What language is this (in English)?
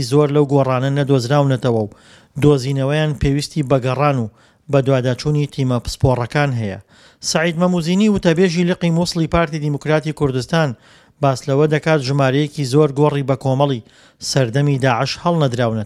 Central Kurdish